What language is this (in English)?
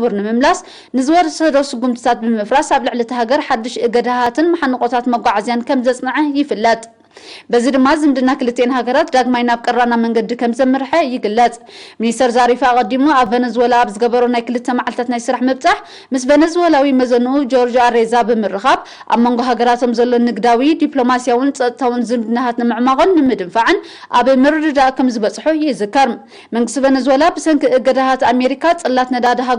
Tigrinya